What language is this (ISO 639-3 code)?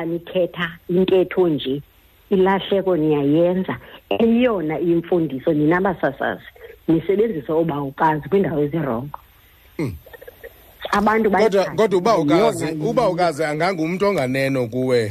xho